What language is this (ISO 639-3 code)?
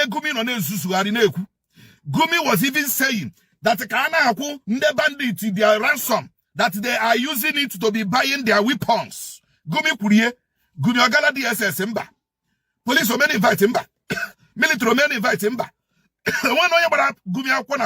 ibo